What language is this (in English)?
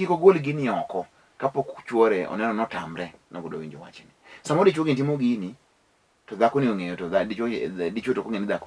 Luo (Kenya and Tanzania)